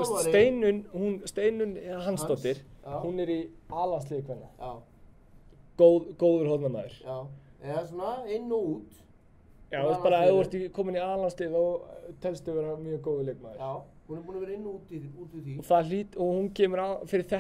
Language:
Icelandic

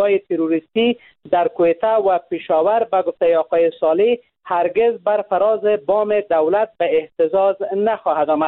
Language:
Persian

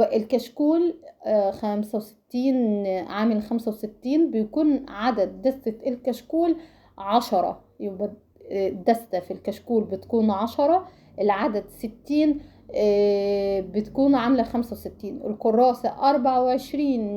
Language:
Egyptian Arabic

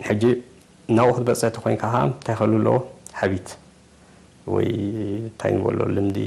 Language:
Tigrinya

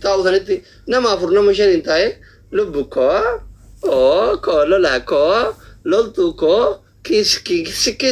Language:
Oromo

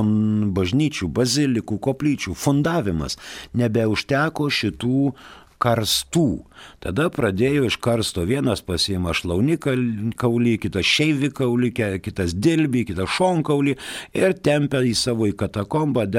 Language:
Lithuanian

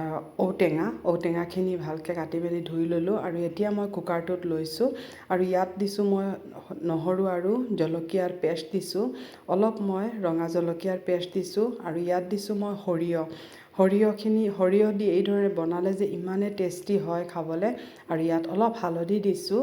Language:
Assamese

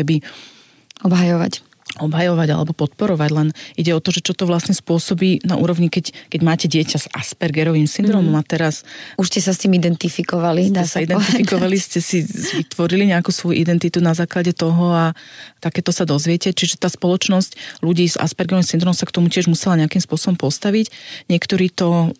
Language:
Slovak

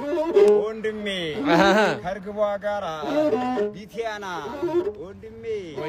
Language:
Amharic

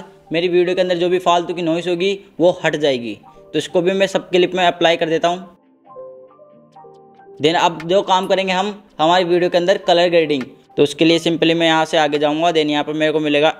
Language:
Hindi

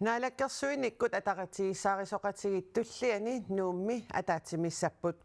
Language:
Kalaallisut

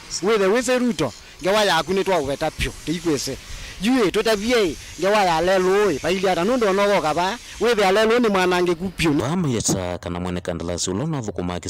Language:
Kamba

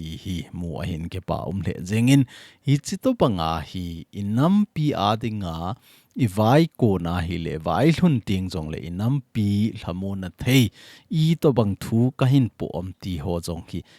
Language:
Thado Chin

